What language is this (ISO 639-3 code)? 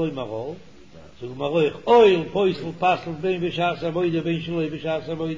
yid